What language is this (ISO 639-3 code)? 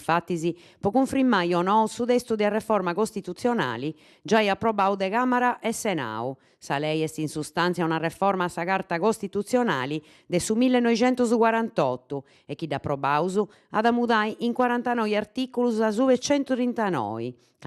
srd